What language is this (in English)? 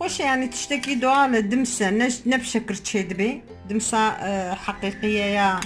Kurdish